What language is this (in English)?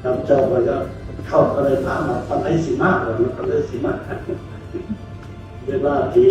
Lao